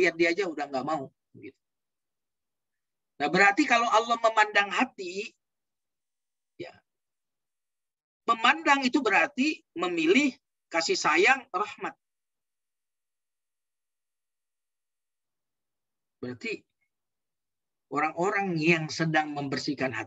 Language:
Indonesian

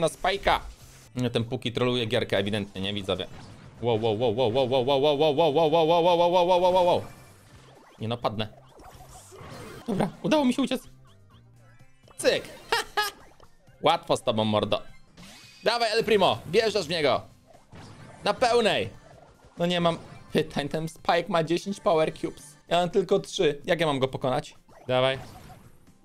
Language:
Polish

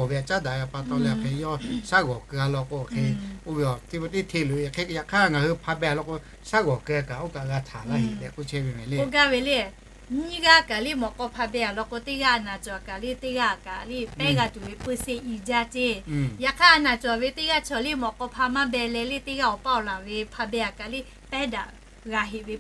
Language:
Lahu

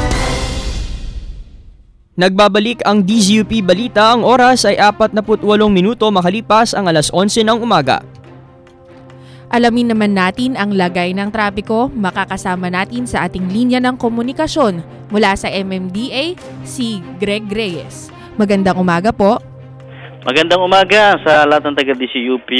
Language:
Filipino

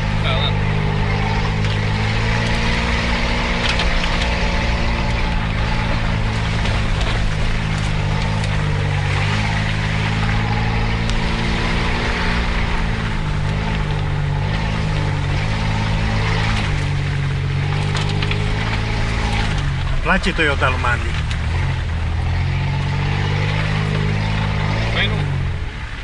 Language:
Romanian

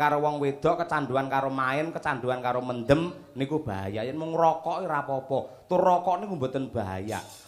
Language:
Javanese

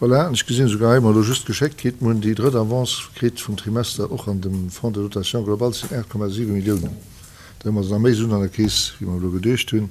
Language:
Luxembourgish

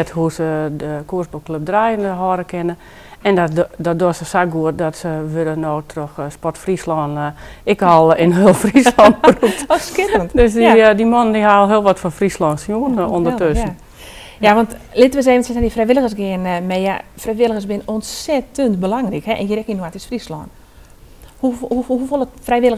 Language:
Western Frisian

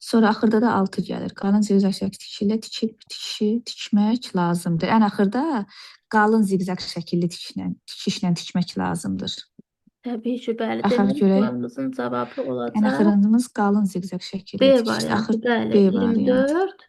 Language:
Azerbaijani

